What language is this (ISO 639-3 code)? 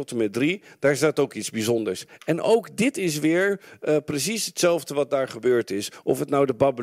nld